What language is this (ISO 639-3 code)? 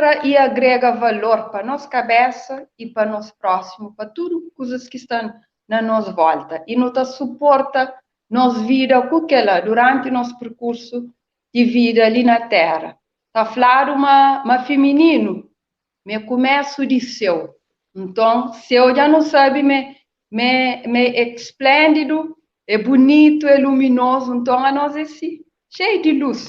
kea